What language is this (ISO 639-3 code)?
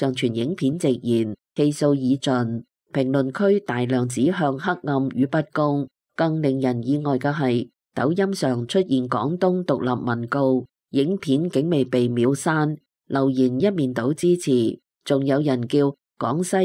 yue